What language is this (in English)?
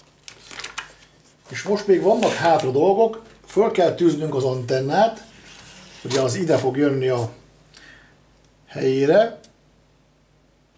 Hungarian